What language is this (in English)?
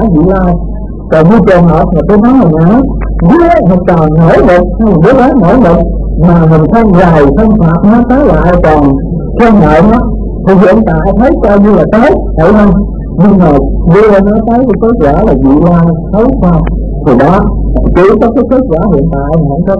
Vietnamese